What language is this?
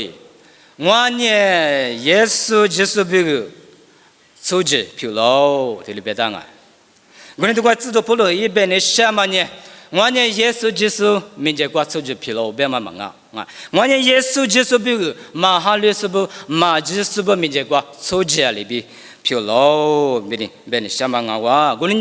Lisu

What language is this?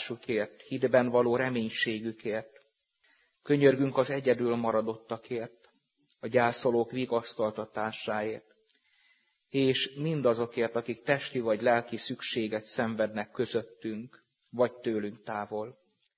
Hungarian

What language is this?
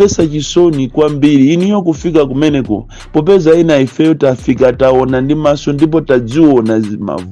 Nyanja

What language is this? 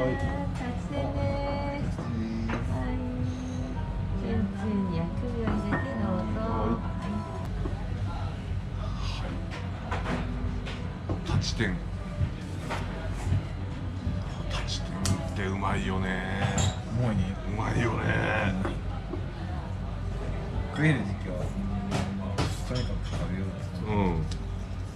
Japanese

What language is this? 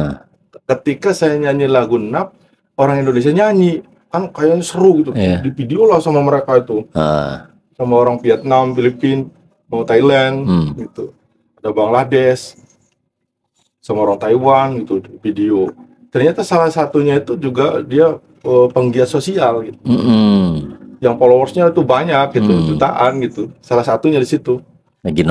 Indonesian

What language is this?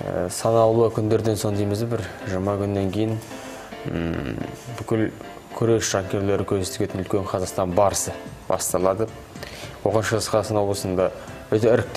Kazakh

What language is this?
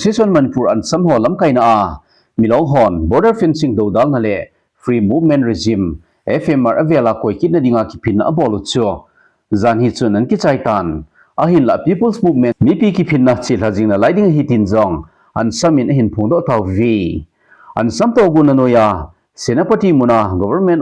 Thado Chin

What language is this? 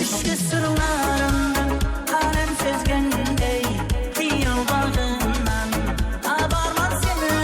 Kara-Kalpak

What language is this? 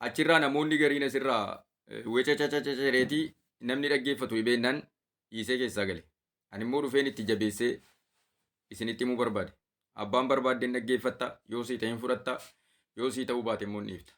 Oromo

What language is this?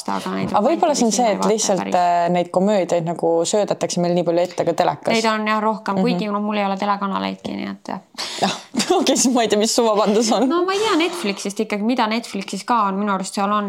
Estonian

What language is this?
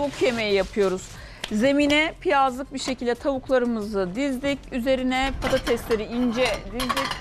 Turkish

